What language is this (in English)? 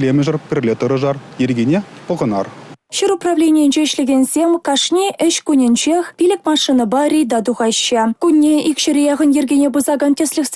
Chuvash